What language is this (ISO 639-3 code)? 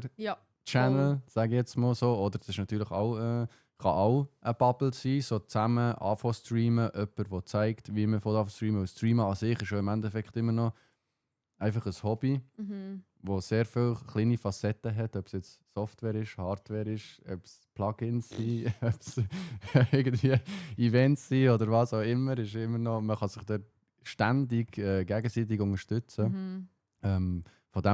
gsw